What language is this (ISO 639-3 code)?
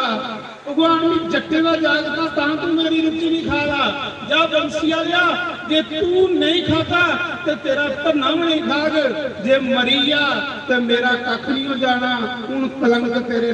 doi